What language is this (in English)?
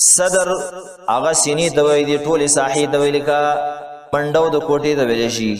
Pashto